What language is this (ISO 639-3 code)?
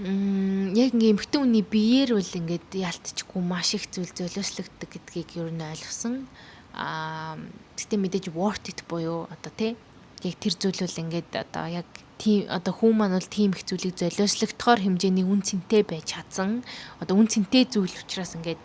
mon